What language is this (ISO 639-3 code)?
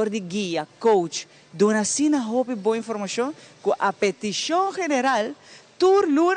pap